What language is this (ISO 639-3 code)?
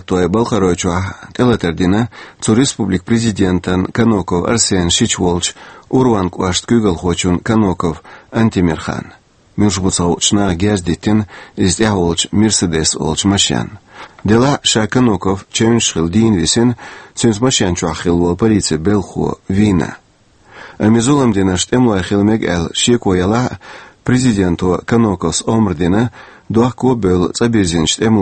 che